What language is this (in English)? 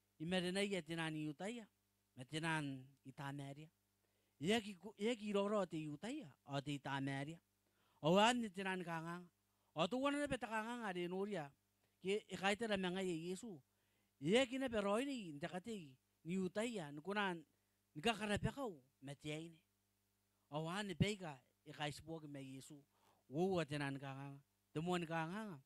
Gilbertese